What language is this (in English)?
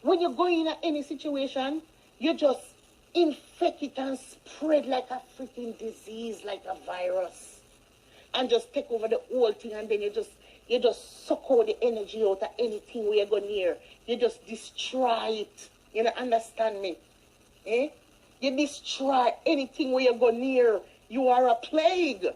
Jamaican Creole English